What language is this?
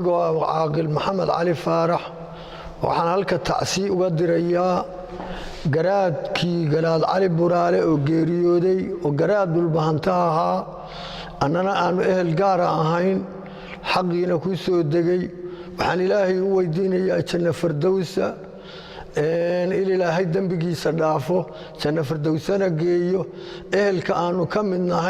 Somali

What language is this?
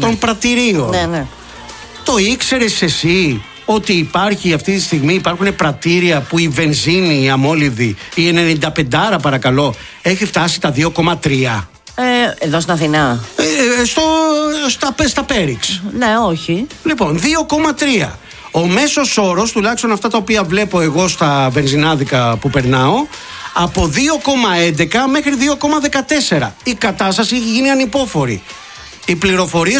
Greek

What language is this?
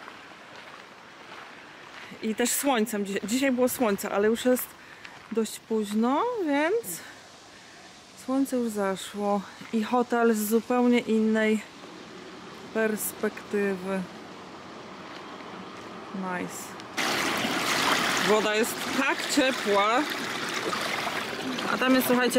Polish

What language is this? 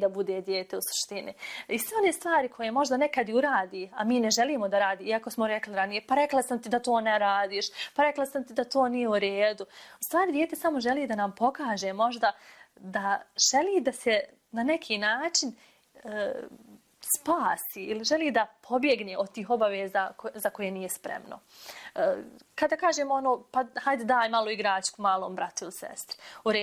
Bosnian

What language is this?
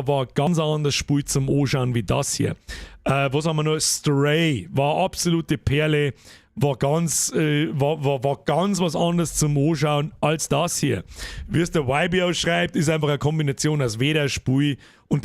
Bavarian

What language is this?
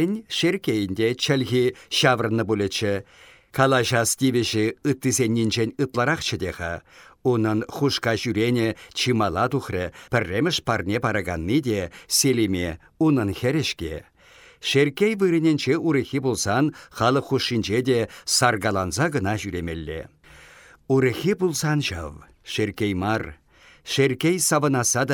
Chuvash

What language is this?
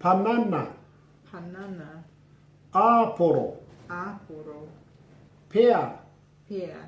Māori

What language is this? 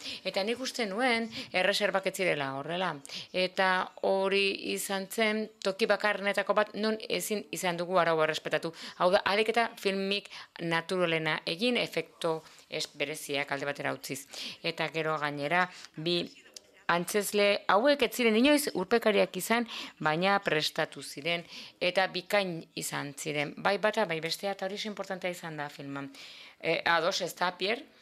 Basque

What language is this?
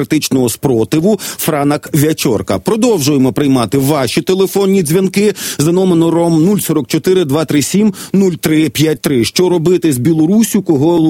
Ukrainian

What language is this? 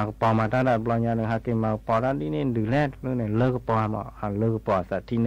S'gaw Karen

